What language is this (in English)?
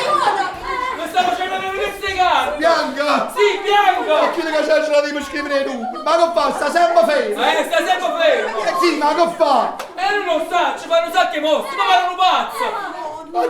Neapolitan